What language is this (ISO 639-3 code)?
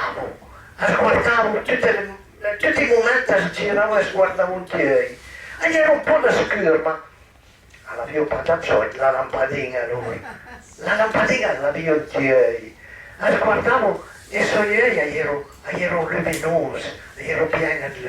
pms